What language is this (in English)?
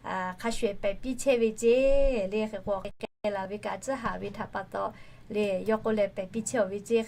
Lahu